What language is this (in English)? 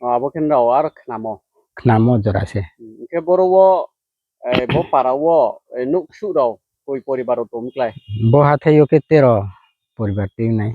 Riang (India)